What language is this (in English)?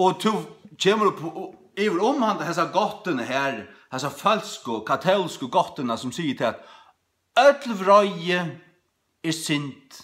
Faroese